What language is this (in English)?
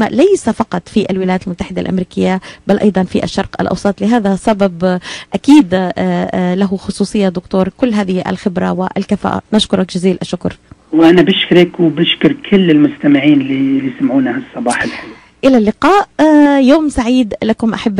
North Levantine Arabic